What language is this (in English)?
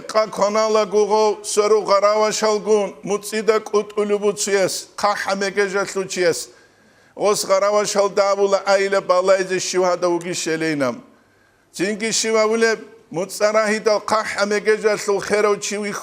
Avaric